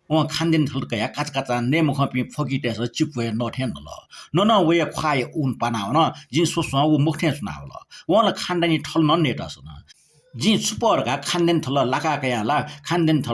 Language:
Newari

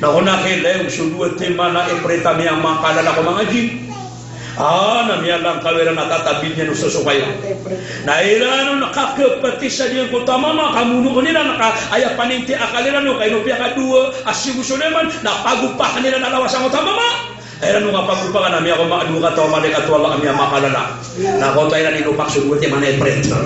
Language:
Maranao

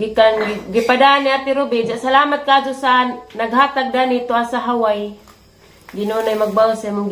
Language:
Cebuano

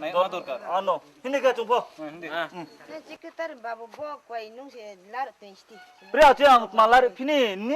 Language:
Riang (India)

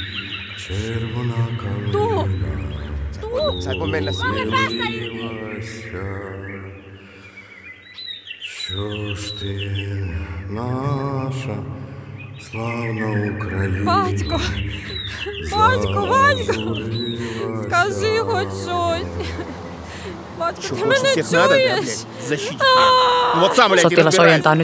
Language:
Finnish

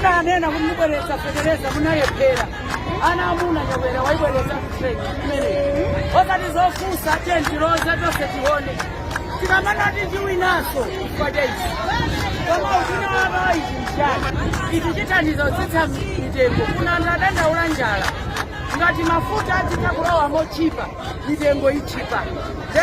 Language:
Nyanja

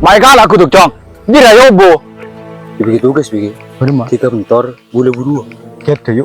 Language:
Madurese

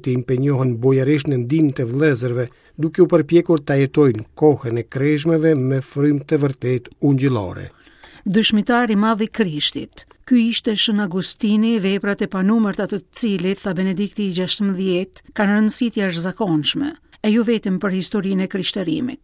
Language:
Albanian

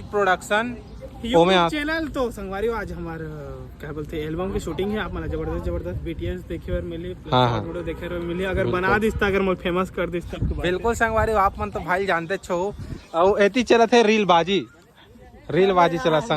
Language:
Chhattisgarhi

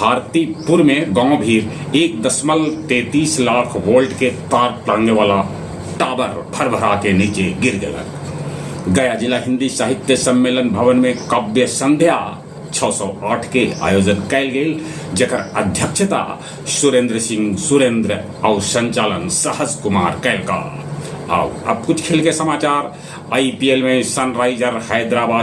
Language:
Magahi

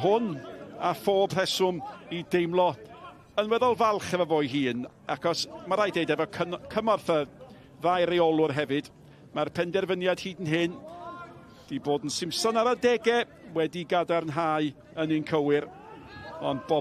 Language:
Welsh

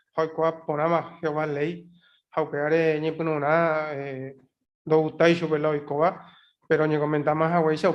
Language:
Guarani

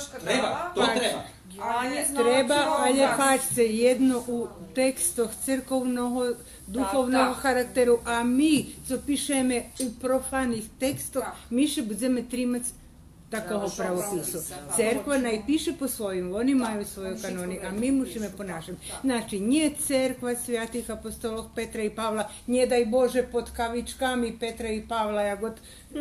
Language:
Rusyn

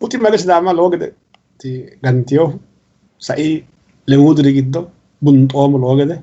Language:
Sidamo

